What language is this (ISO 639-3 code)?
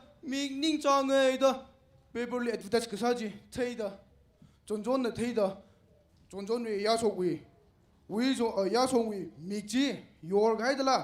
nmf